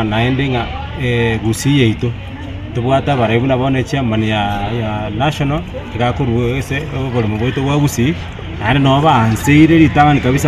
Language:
Gusii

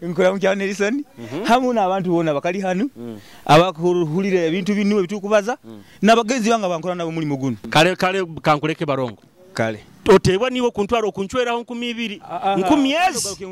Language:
Nyoro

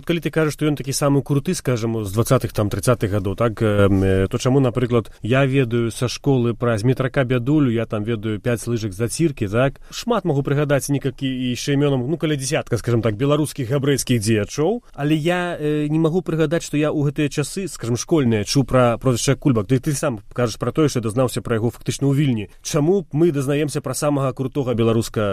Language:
Belarusian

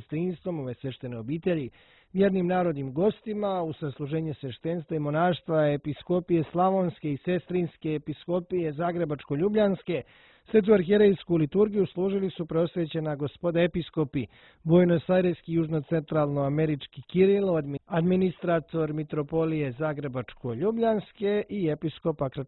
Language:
Serbian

